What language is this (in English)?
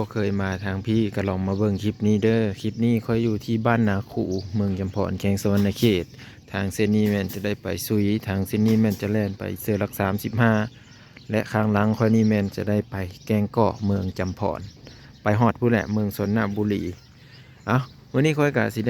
Lao